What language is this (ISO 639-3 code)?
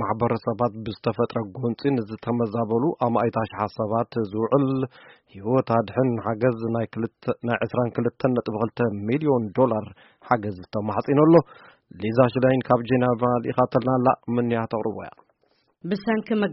tir